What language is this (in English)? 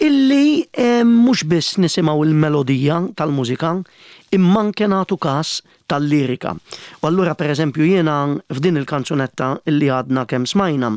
Maltese